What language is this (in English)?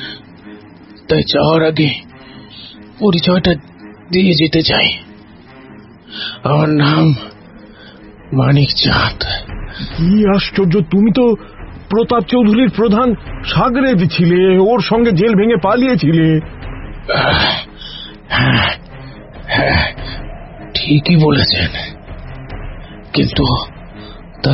Bangla